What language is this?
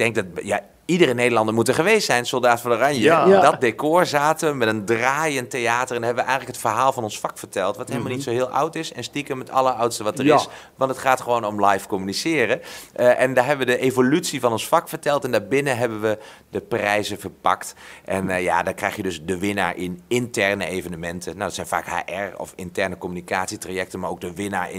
Dutch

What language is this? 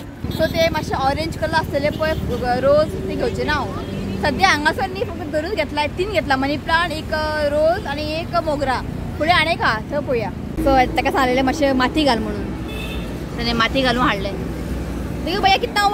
Konkani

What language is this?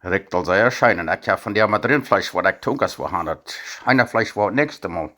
Plautdietsch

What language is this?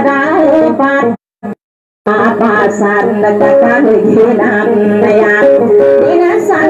Indonesian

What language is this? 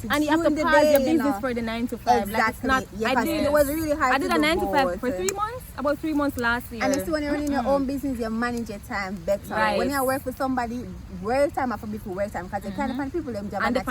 Jamaican Creole English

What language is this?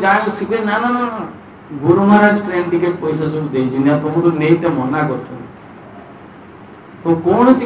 Odia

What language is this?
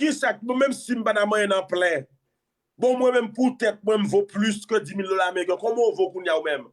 Haitian Creole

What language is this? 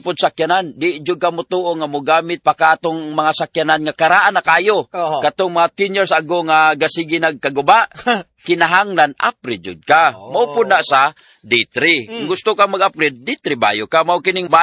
Cebuano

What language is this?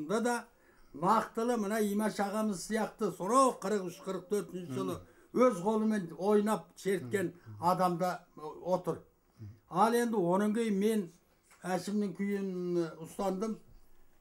Kazakh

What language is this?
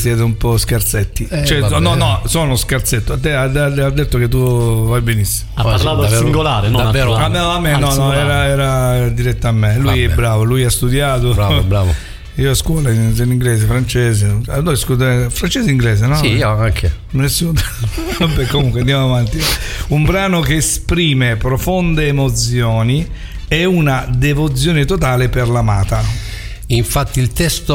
Italian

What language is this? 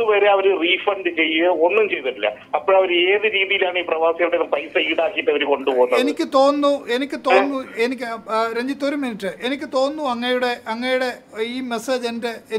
Malayalam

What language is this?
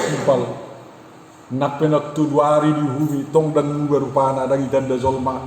Batak Toba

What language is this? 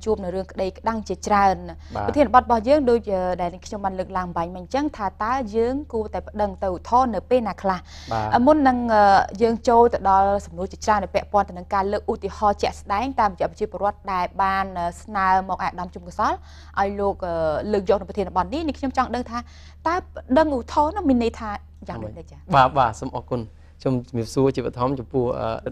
Khmer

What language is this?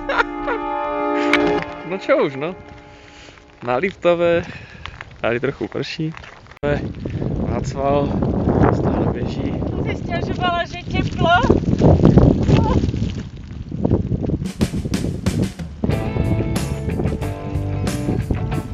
Slovak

